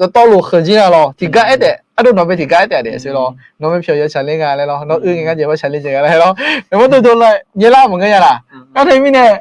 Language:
Akha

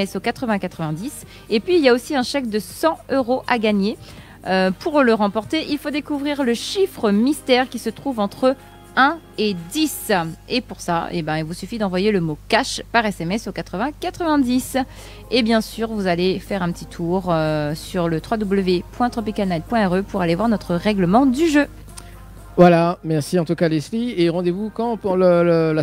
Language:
French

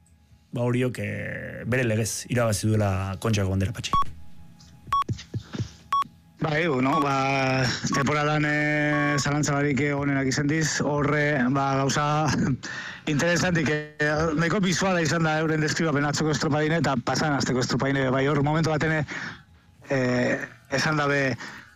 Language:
Basque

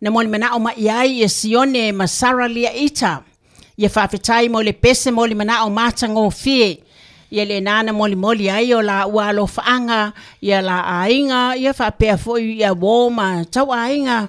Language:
Samoan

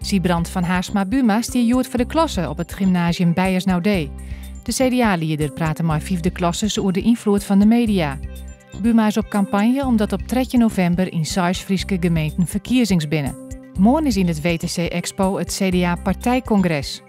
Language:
Western Frisian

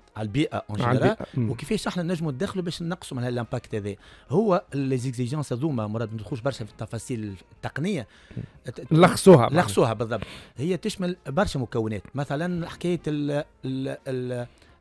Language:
Tunisian Arabic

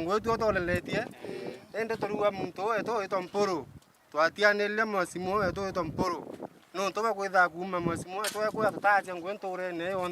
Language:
Meru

